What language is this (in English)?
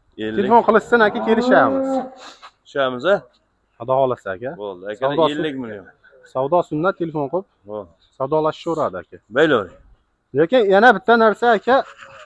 Uzbek